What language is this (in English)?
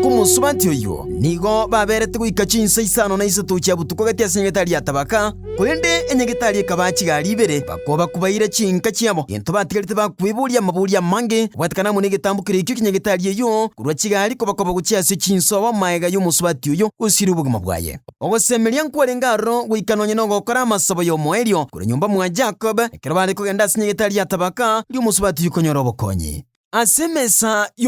Gusii